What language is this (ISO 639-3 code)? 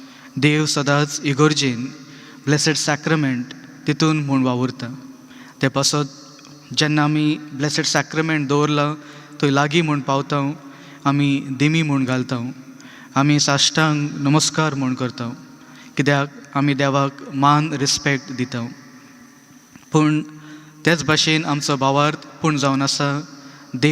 kok